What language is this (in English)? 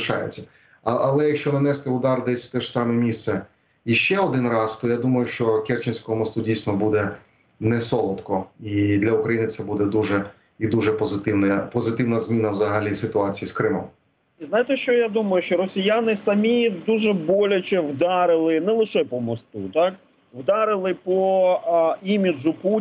Ukrainian